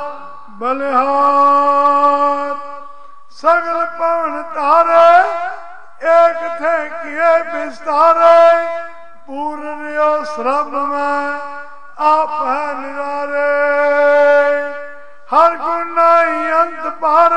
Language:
Punjabi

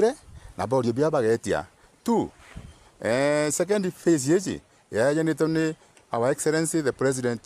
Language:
Meru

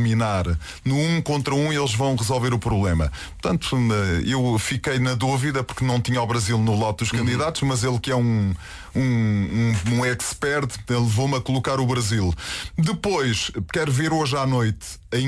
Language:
Portuguese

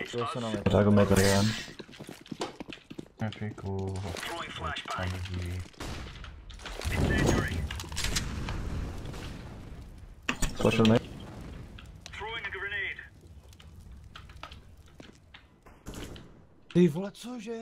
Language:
Czech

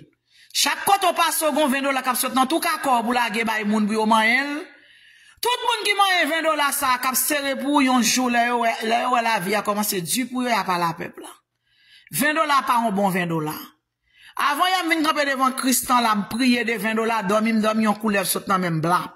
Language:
Haitian Creole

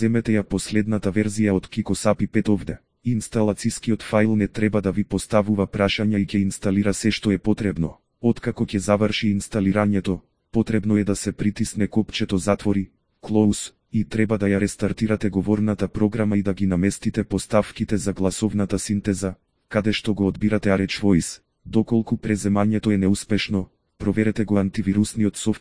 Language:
Macedonian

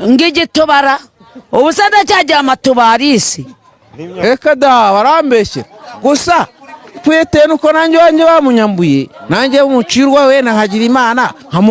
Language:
Kinyarwanda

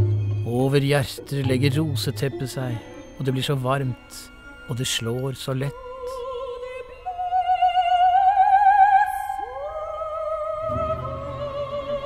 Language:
Norwegian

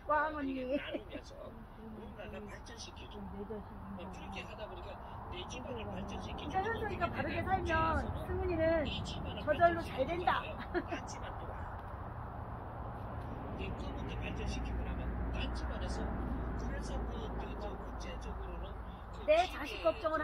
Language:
Korean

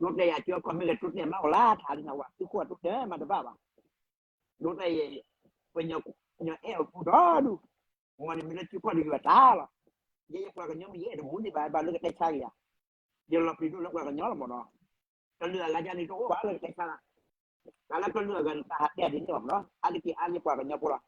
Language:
S'gaw Karen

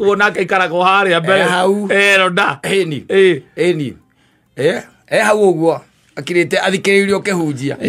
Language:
Kikuyu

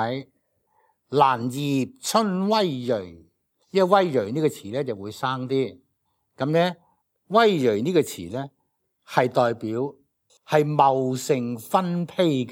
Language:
Cantonese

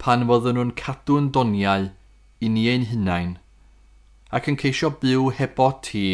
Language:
Welsh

